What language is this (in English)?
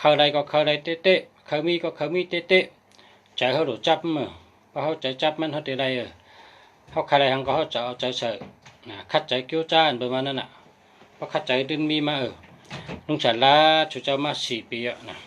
Shan